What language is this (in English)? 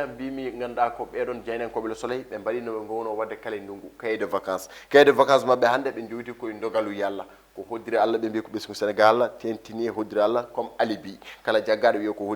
Fula